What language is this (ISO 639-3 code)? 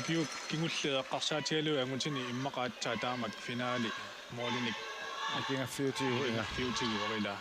kal